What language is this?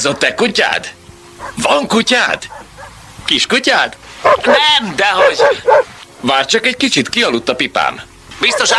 Hungarian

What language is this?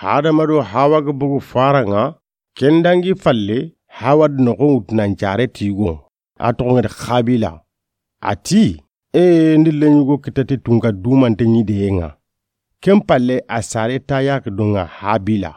Soninke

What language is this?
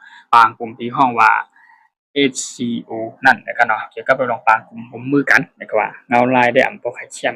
Shan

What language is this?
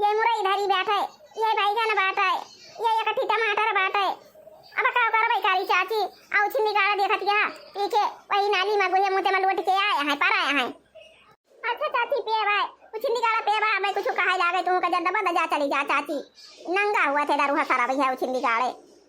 Awadhi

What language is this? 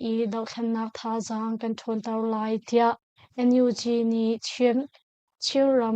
Hakha Chin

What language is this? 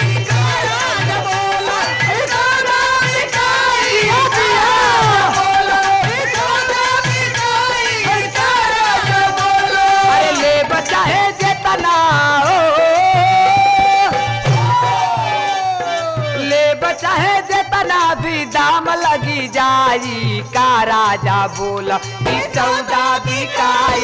Bhojpuri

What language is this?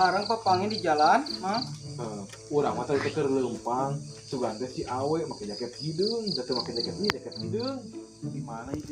Sundanese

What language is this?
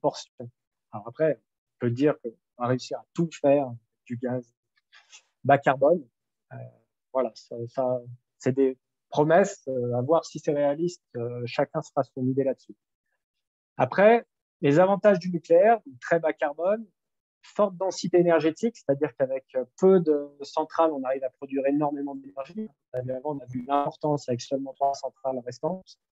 French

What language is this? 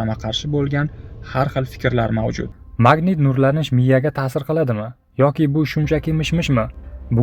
Uzbek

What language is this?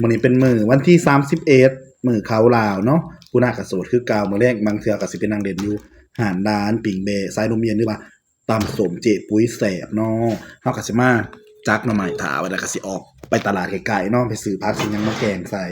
Northeastern Thai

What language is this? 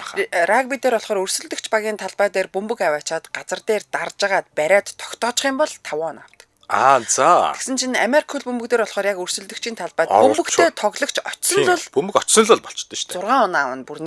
Mongolian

